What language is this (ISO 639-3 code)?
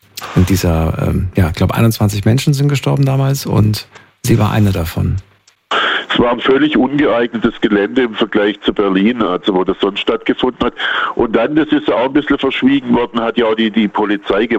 deu